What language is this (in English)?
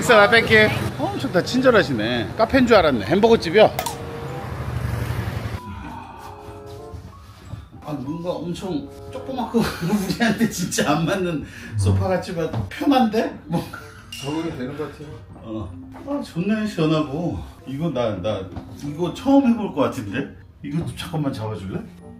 Korean